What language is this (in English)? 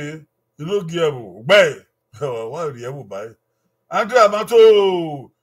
Bini